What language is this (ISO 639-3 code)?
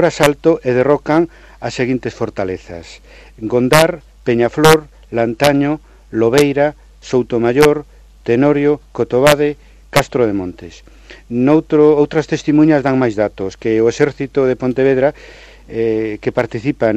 glg